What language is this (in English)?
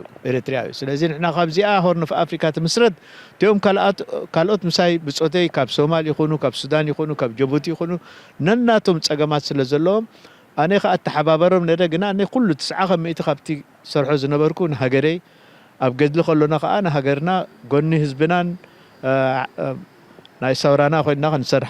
Tigrinya